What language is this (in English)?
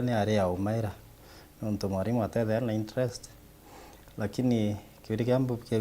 Meru